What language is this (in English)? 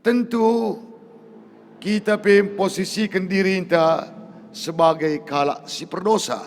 Batak Karo